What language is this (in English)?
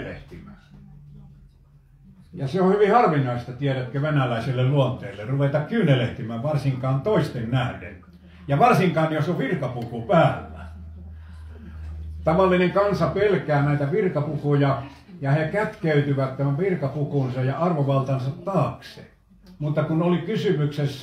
Finnish